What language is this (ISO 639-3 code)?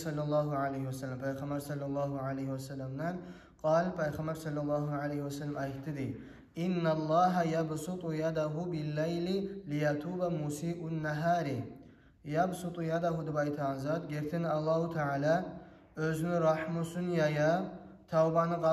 kum